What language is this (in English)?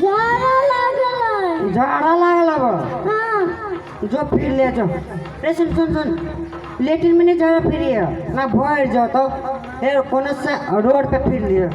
Maithili